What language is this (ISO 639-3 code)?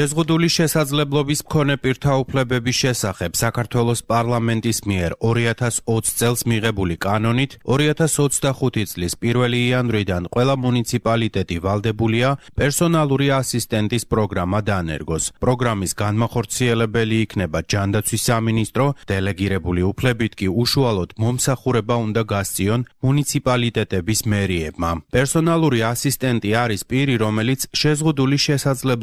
kat